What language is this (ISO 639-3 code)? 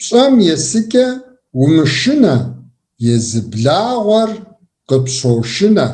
kbd